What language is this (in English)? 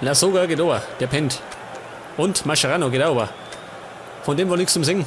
Bavarian